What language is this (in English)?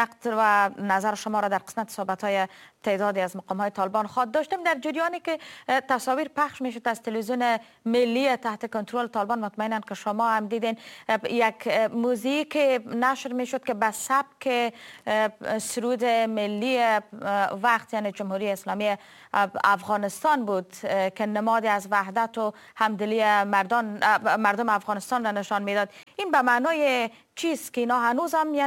Persian